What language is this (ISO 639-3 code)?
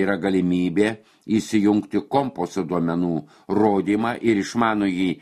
lit